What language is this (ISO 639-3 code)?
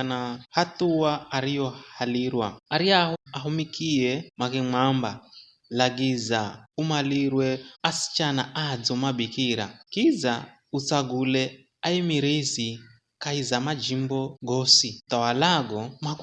nyf